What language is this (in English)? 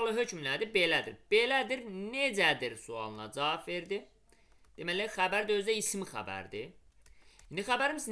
Azerbaijani